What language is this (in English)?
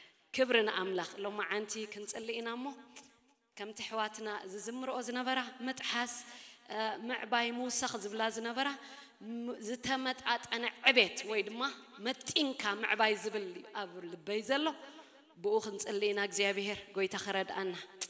Tigrinya